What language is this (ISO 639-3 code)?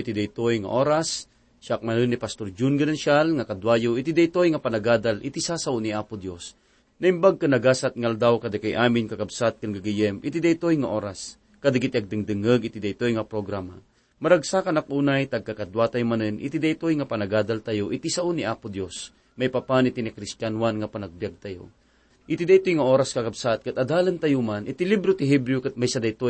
ilo